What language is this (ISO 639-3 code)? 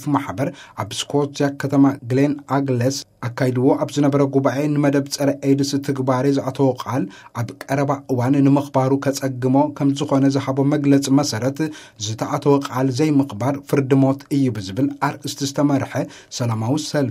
tir